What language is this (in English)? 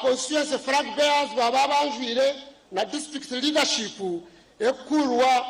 Nyankole